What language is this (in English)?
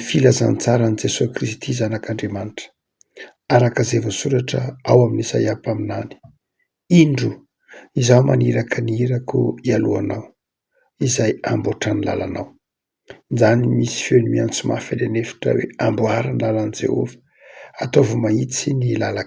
Malagasy